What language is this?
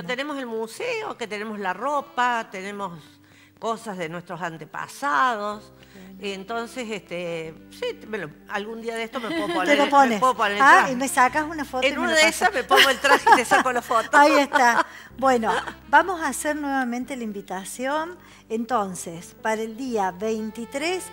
Spanish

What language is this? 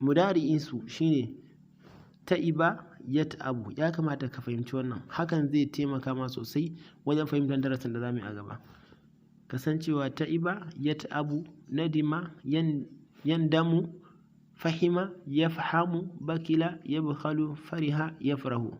Hausa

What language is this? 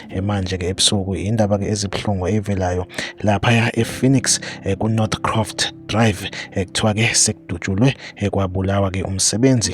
Zulu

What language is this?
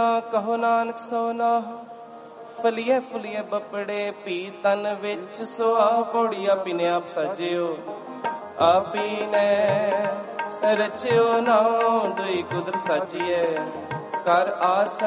Punjabi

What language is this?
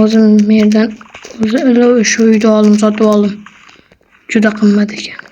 Uzbek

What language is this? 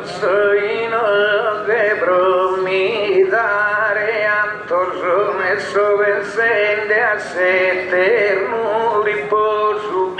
Sardinian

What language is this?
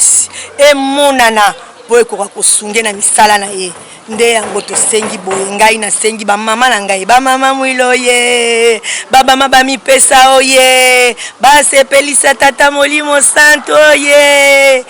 Lingala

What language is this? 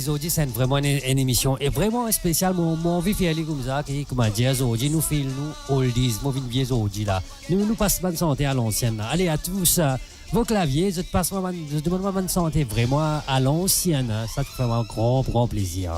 Morisyen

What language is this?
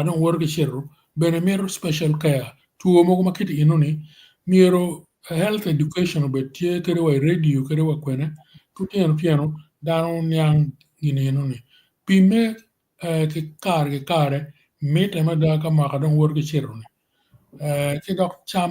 Acoli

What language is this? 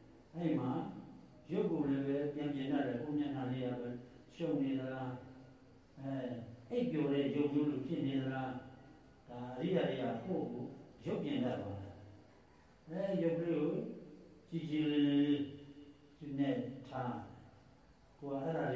Burmese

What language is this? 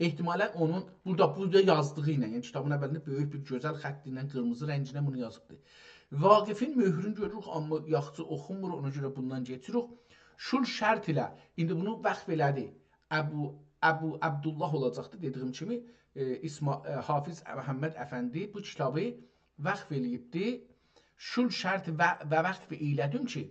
South Azerbaijani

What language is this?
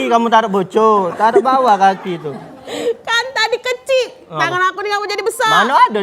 Musi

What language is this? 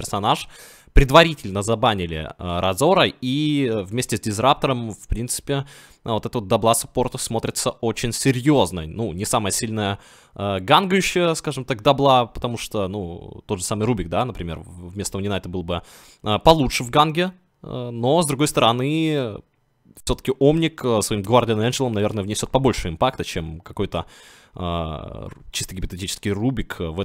Russian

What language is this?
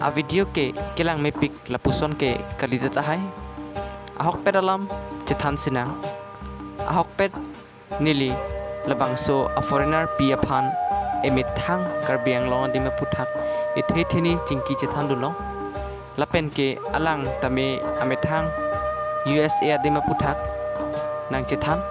Karbi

